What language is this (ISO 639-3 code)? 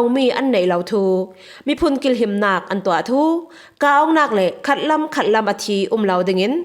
cfm